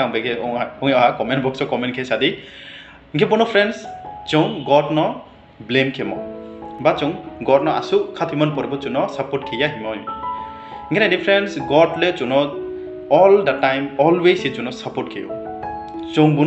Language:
Riang (India)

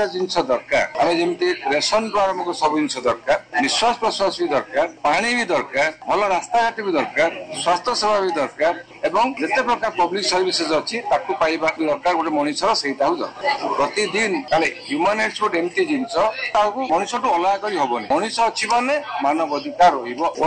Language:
Odia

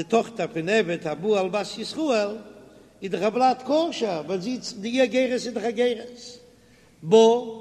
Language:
Yiddish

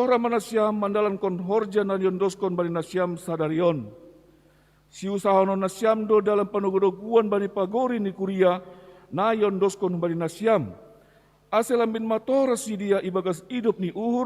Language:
Batak Simalungun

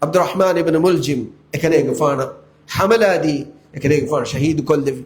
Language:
Divehi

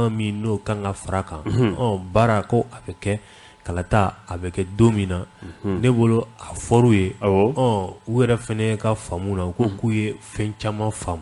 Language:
Bambara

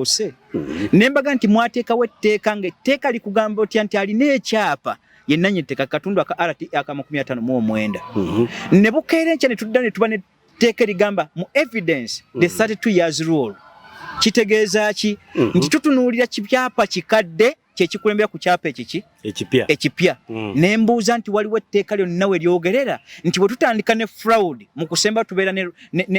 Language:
Ganda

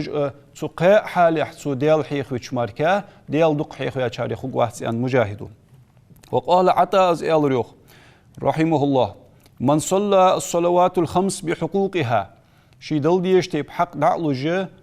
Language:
Ingush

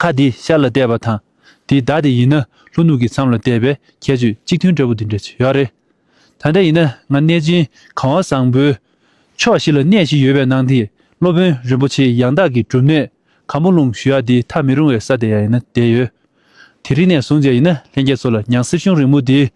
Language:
Tibetan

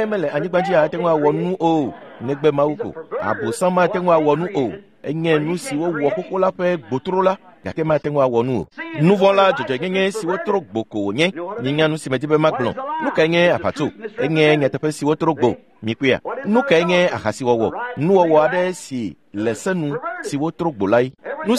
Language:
Ewe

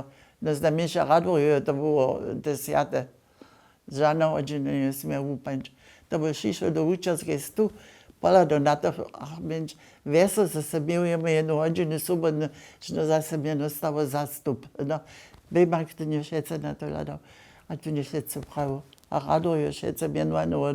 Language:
Upper Sorbian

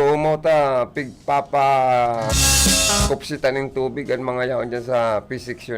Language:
Bikol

